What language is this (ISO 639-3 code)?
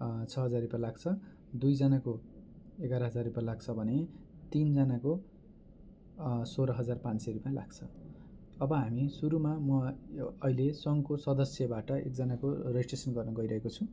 nep